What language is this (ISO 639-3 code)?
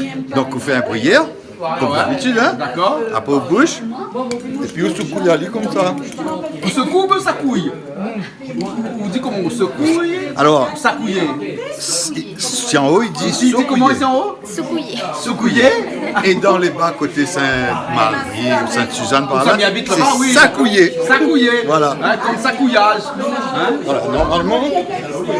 rcf